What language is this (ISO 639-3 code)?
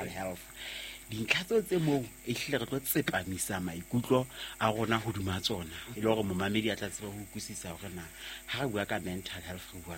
sot